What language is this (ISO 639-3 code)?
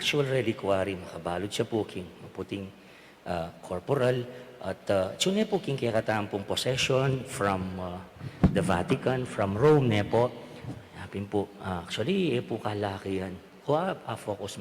pam